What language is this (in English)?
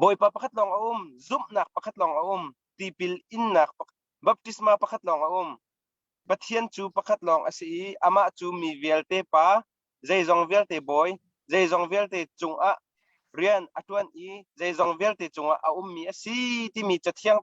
Hakha Chin